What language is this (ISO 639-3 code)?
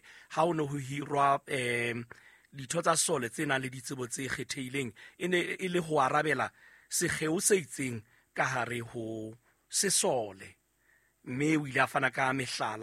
sot